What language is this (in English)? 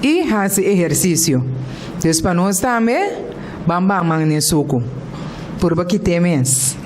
Papiamento